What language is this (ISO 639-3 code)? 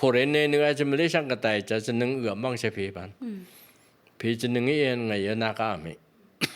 nph